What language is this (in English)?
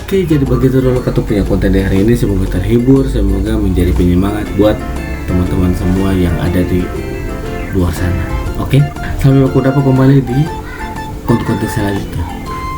Ambonese Malay